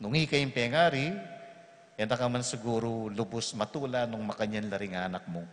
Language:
Pampanga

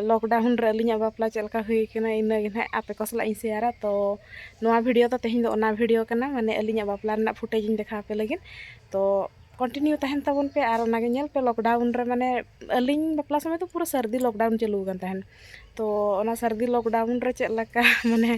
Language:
Santali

